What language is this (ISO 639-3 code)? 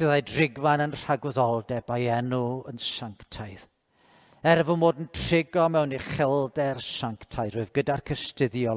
cym